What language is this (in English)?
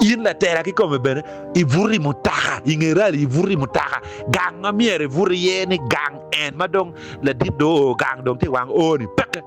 Acoli